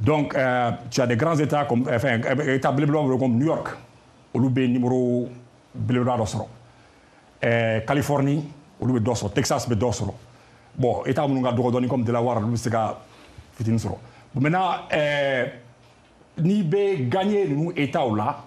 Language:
Bambara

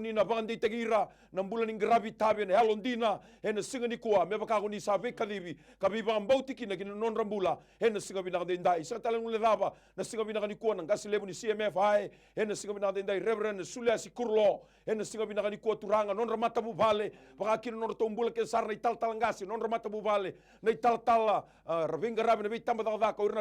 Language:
Fijian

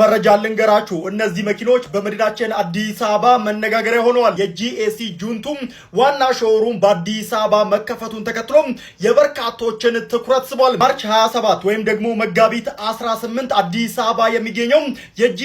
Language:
Amharic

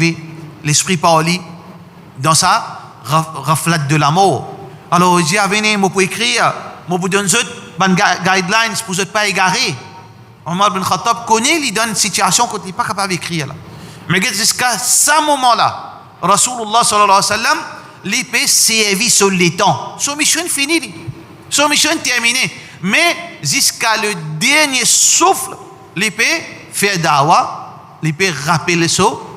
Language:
Morisyen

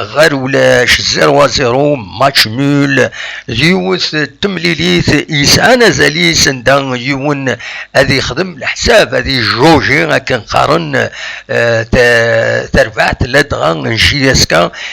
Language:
Kabyle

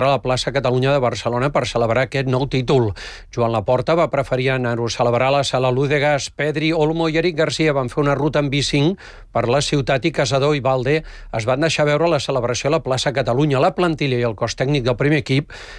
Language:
Catalan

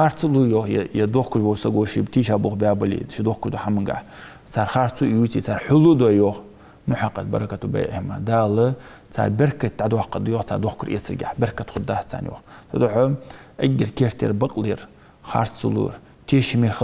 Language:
Ingush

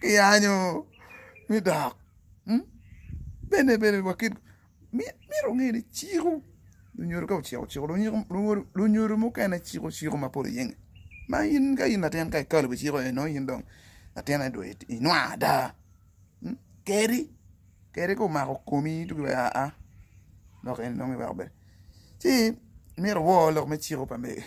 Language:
Acoli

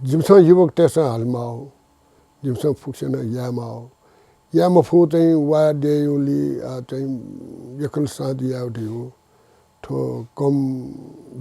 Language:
Newari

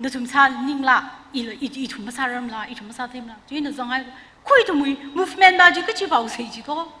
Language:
Tangkhul Naga (India)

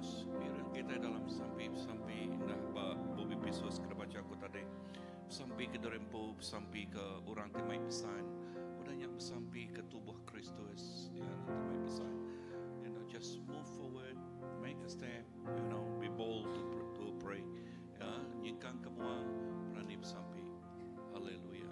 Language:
Iban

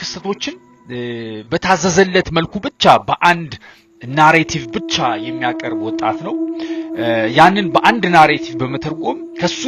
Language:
Amharic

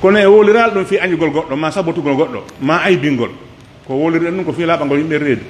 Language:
Pular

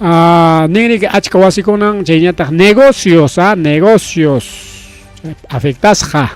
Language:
Ayacucho Quechua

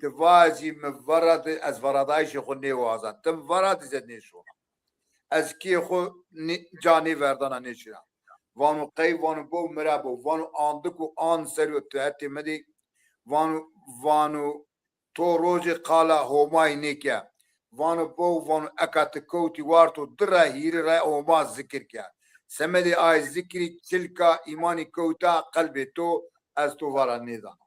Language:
Zaza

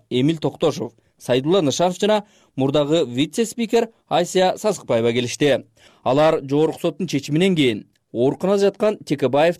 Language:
Kyrgyz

